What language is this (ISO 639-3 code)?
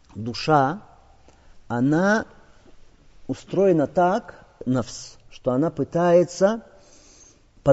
rus